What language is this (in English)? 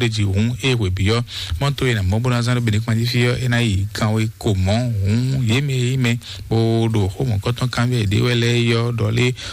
Fon